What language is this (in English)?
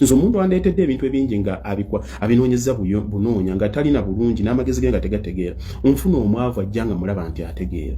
Ganda